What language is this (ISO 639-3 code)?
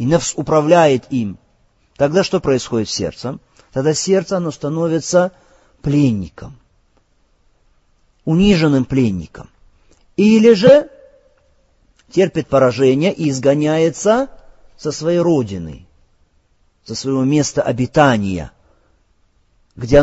rus